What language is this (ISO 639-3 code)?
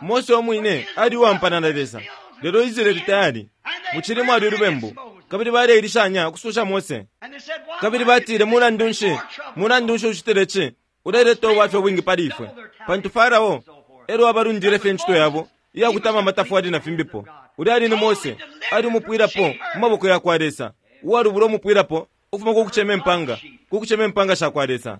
bem